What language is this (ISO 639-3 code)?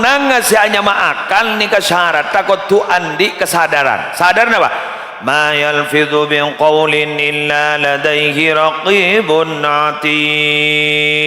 mad